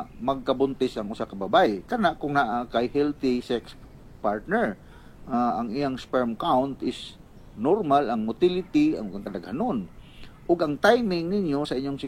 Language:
Cebuano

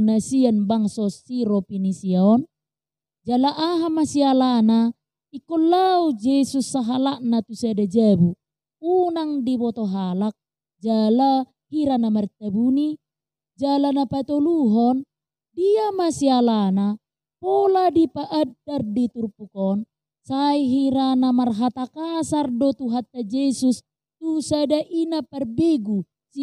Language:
Batak Toba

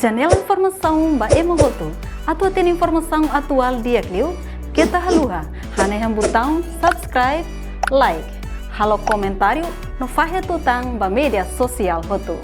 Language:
Tetum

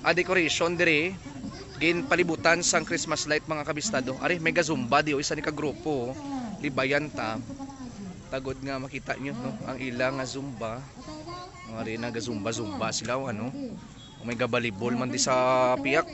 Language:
Hiligaynon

